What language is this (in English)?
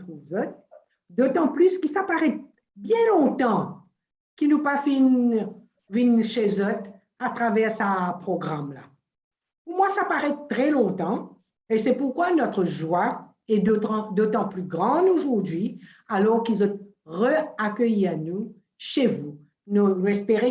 Morisyen